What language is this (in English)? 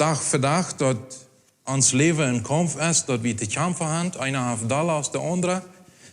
Plautdietsch